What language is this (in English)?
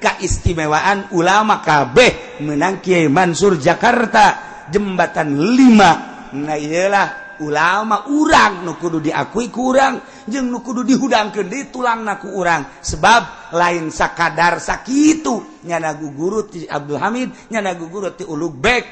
Sundanese